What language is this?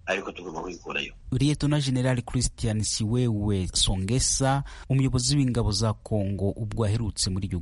Kinyarwanda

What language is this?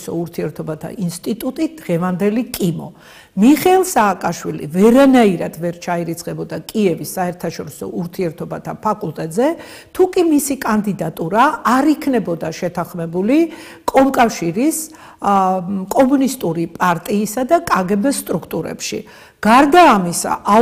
Georgian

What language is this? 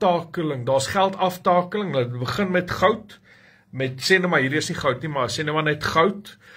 Afrikaans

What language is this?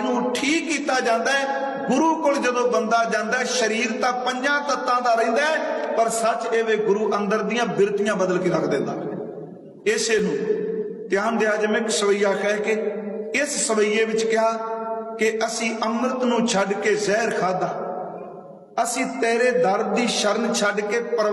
Punjabi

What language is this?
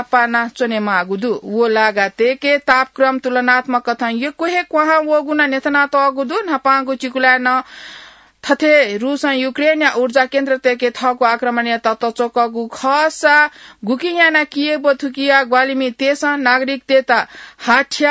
Newari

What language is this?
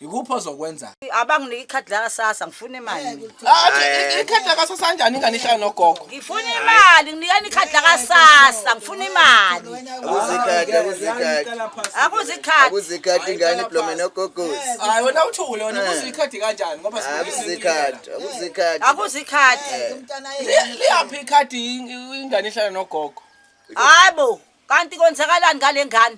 Zulu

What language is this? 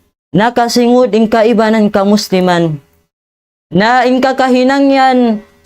Tausug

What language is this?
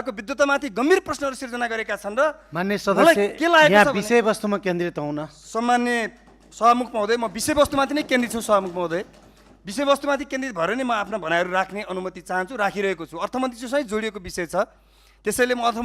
Nepali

